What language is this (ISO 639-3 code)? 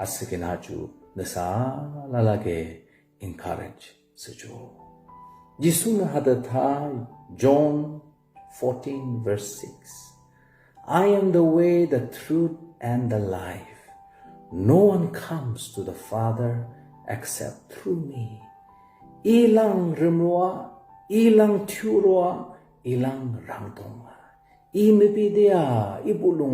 yim